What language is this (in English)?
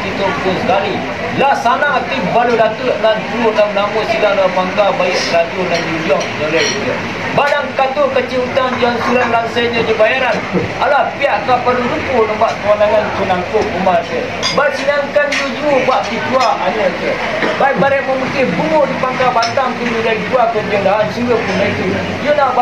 Minangkabau